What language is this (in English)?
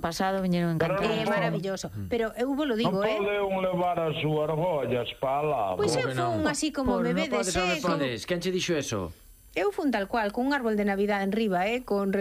Galician